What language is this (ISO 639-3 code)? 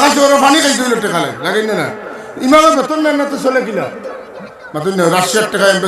syl